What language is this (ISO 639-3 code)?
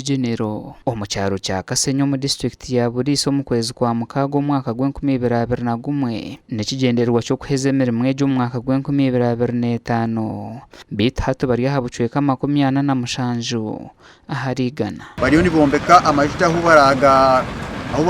nyn